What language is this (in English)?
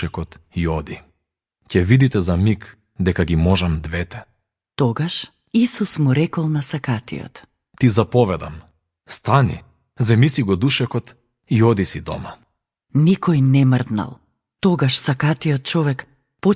Macedonian